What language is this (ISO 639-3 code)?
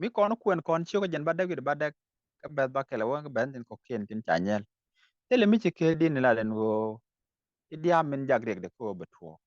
nus